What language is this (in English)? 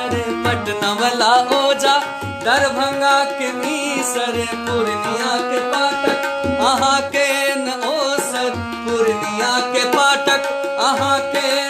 Maithili